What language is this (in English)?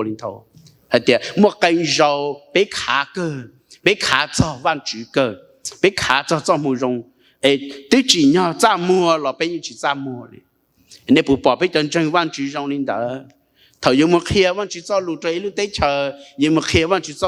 Hmong